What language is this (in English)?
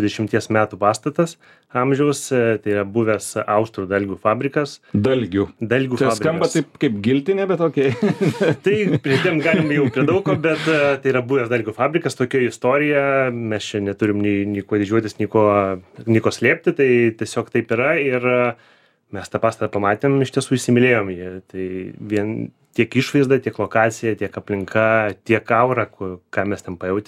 Lithuanian